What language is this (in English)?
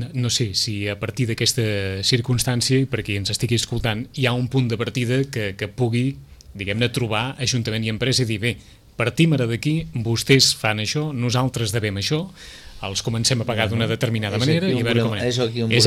Catalan